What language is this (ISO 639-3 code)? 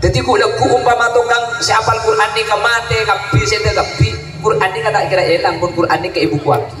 mad